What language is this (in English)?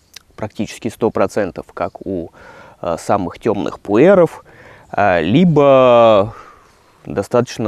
Russian